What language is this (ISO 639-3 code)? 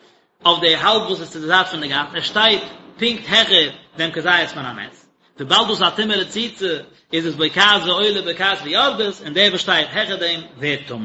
yid